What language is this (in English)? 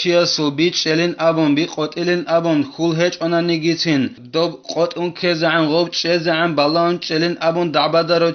Avaric